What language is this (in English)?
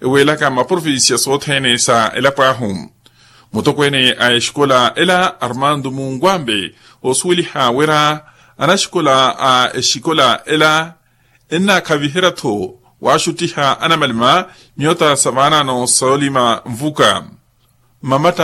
Makhuwa